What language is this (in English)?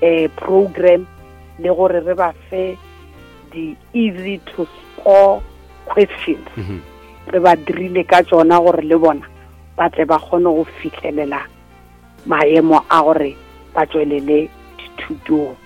Northern Sotho